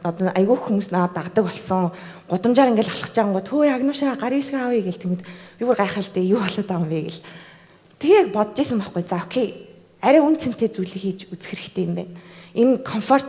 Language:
Mongolian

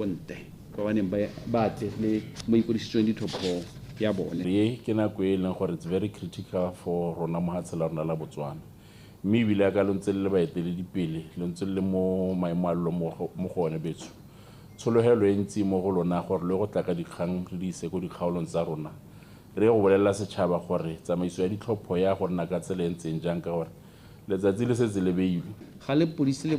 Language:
Tswana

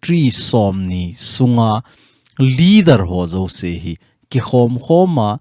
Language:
Thado Chin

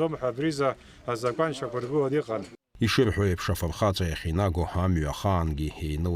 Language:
Abkhazian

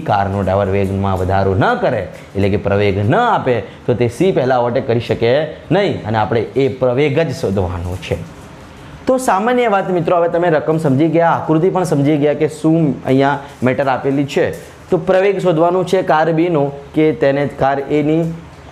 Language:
Gujarati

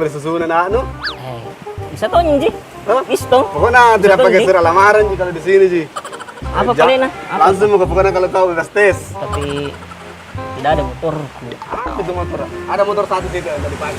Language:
Makassar Malay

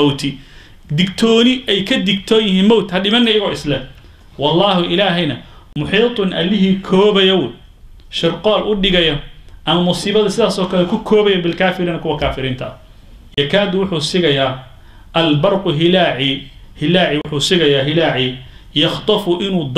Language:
Somali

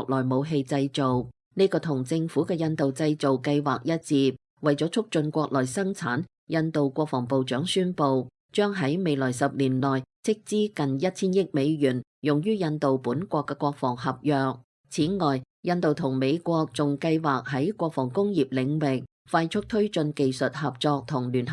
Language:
Cantonese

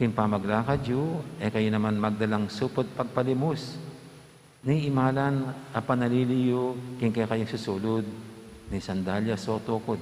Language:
Pampanga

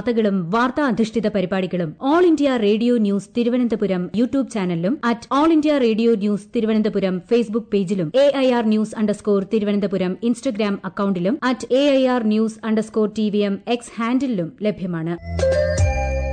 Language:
Malayalam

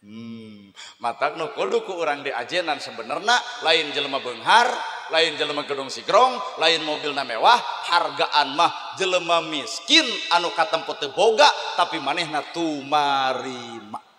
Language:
Sundanese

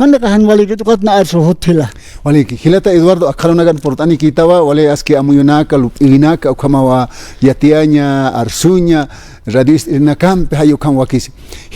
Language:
Aymara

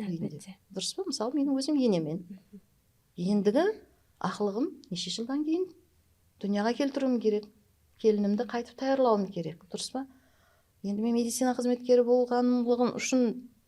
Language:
Kara-Kalpak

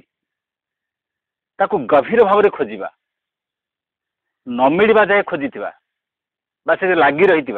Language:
Odia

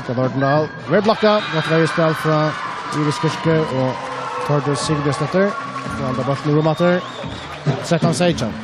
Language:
Faroese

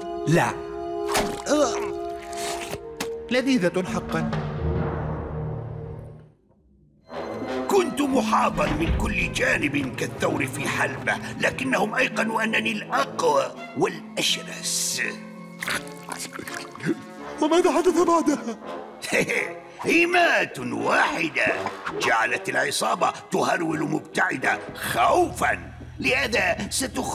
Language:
Arabic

